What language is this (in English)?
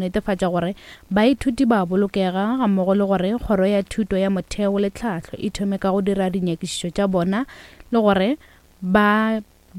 Northern Sotho